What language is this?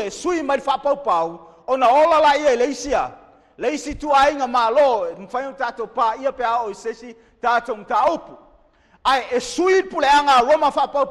Samoan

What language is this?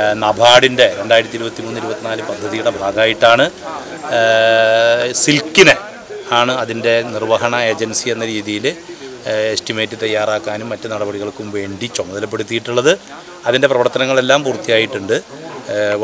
Malayalam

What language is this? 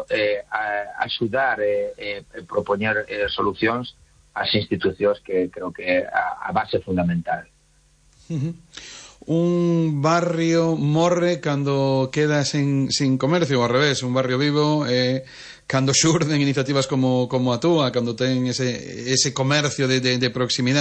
Galician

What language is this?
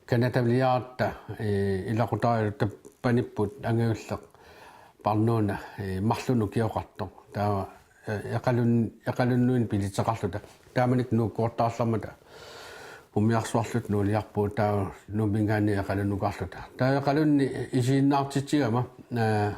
Kalaallisut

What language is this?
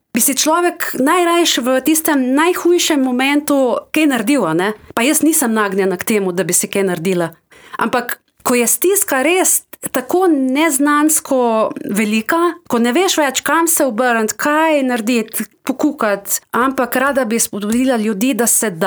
Slovenian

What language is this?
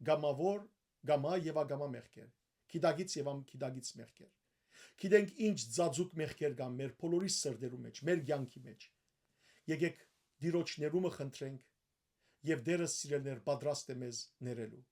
Western Armenian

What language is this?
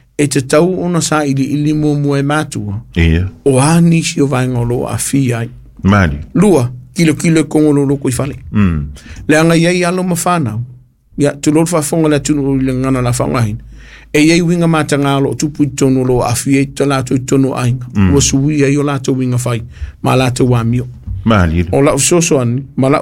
Samoan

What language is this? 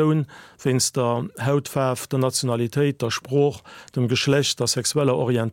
Luxembourgish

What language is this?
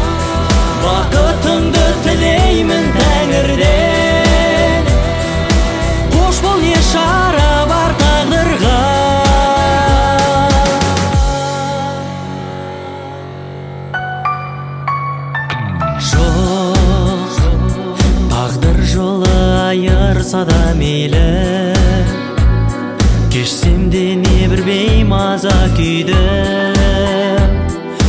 Kazakh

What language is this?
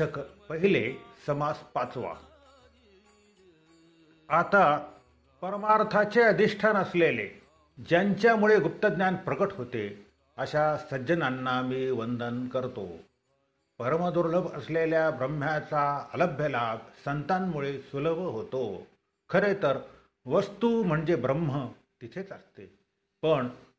Marathi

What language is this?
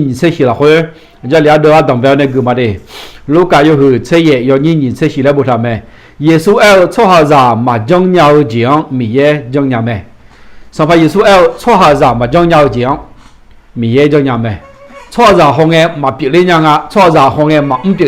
Akha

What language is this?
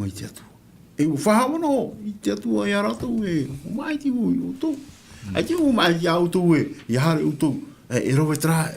Tahitian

